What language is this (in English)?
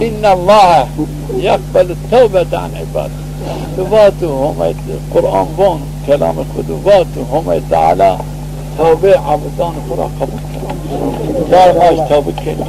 Zaza